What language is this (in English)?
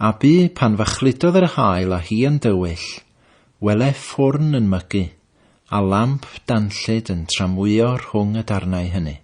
Welsh